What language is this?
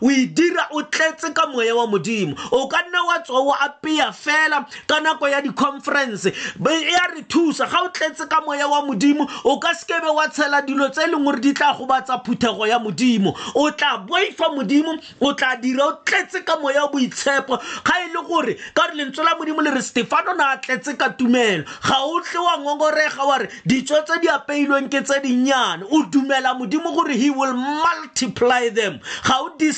Tswana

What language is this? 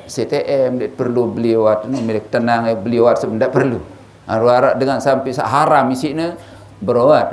Sasak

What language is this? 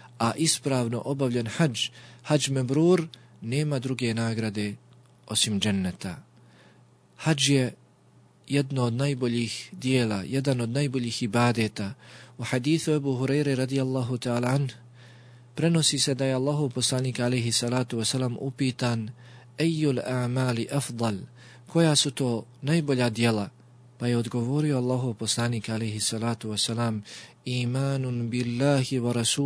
Bosnian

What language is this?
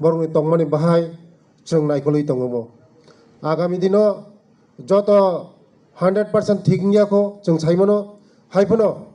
Kok Borok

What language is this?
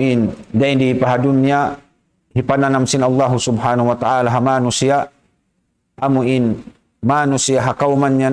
Tausug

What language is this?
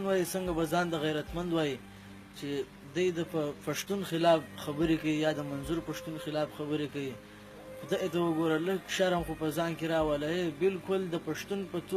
Pashto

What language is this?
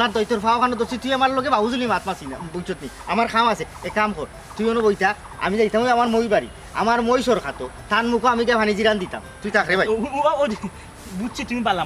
Sylheti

